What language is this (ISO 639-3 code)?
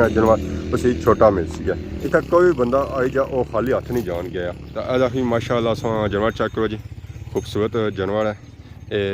phr